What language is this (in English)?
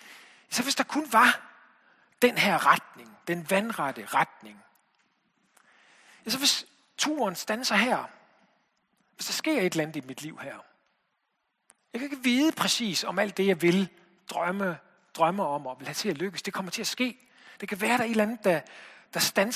Danish